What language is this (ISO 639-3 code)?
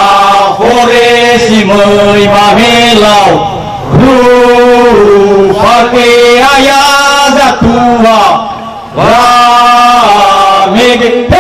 nia